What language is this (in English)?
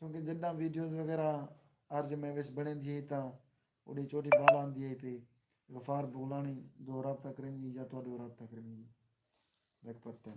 Saraiki